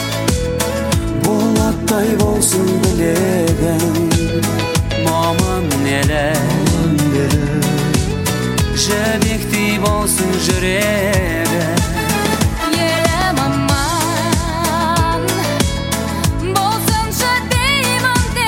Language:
Kazakh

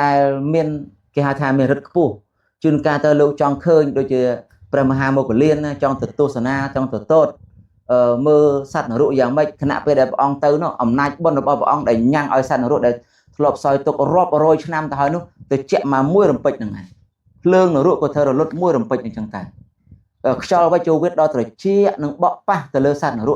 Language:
Khmer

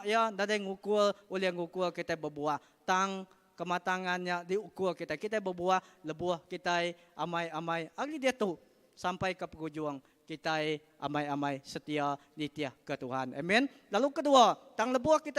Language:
Iban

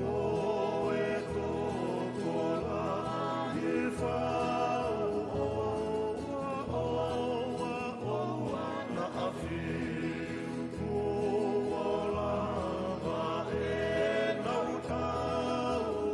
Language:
Tongan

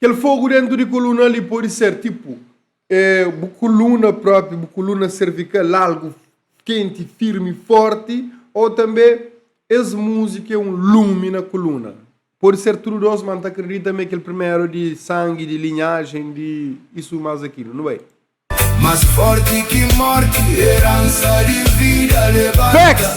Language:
Kabuverdianu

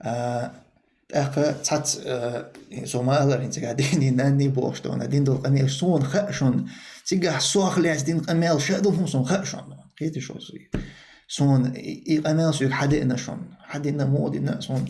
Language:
Chechen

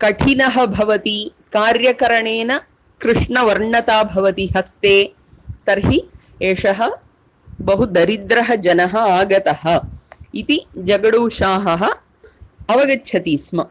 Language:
Sanskrit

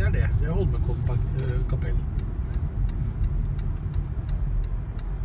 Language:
Norwegian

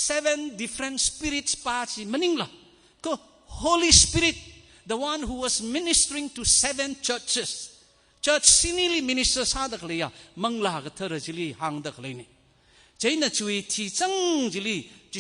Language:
Tangkhul Naga (India)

